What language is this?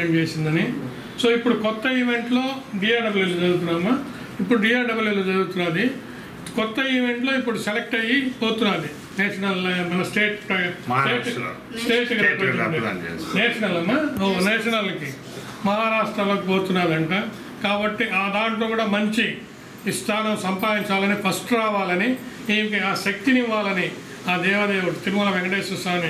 Telugu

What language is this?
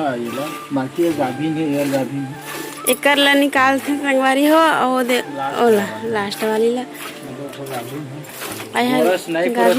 Chhattisgarhi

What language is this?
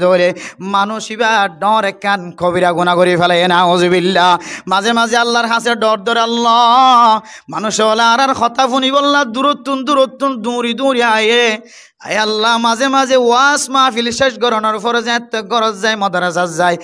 Rohingya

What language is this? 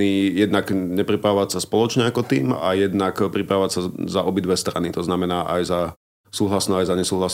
Slovak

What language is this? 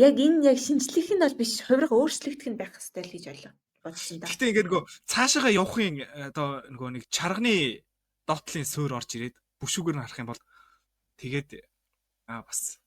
Mongolian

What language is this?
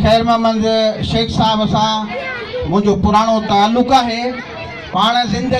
Sindhi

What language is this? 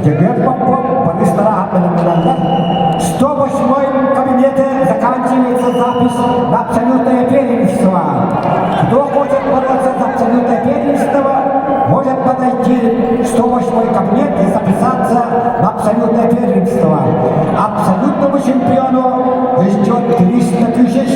Yakut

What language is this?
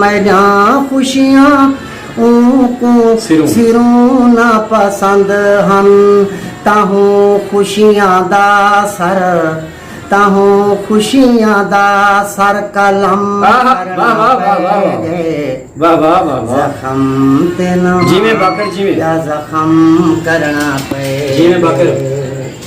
Saraiki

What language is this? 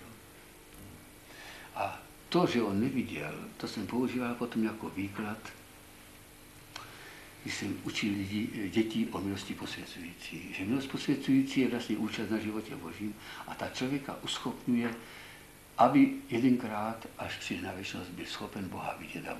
Czech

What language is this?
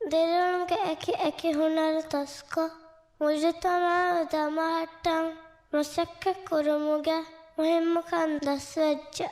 Divehi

